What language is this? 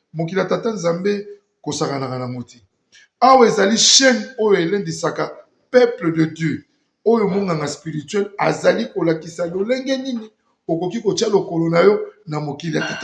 Lingala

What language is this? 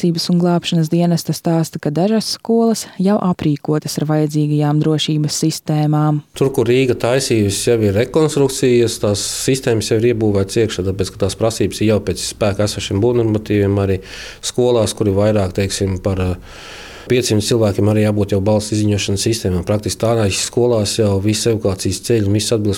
Latvian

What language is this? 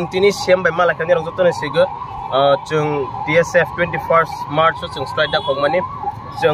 Kok Borok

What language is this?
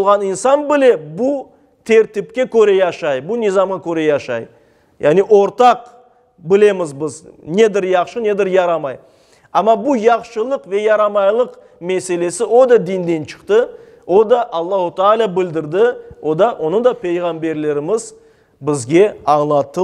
Crimean Tatar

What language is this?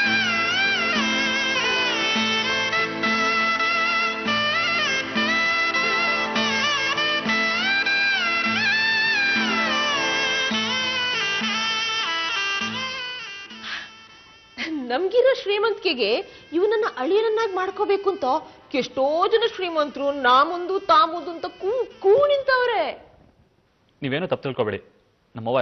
Kannada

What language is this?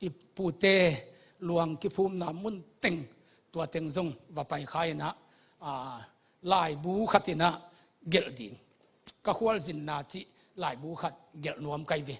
Tedim Chin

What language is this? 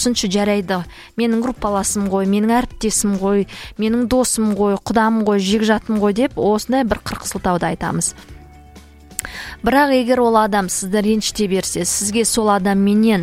Kazakh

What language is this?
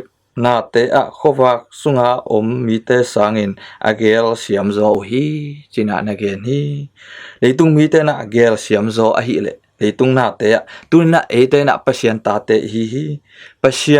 Tedim Chin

